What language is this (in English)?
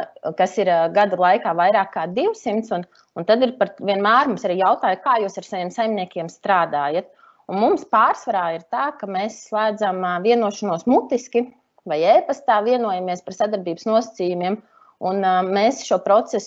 Latvian